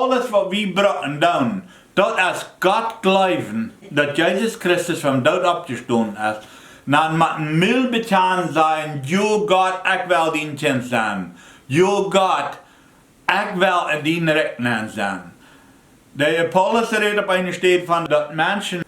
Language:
Plautdietsch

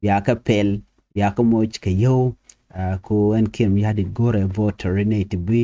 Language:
Nuer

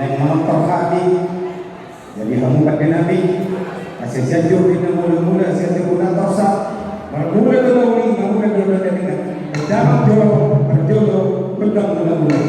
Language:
Batak Toba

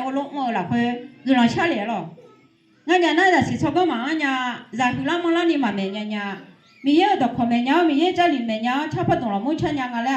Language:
Akha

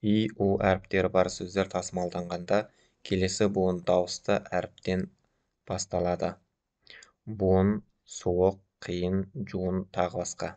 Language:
Kazakh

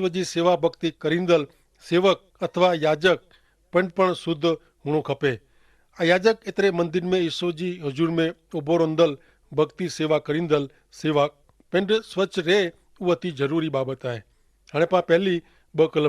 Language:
Kachhi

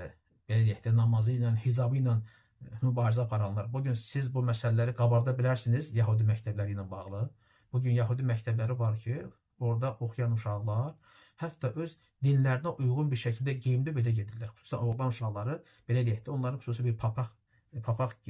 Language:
Azerbaijani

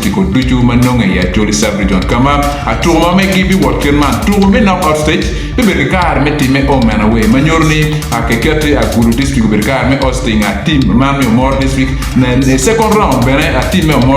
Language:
Acoli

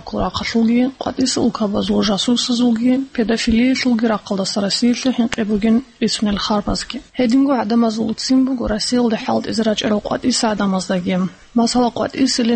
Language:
Avaric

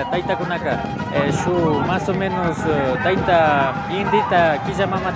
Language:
Imbabura Highland Quichua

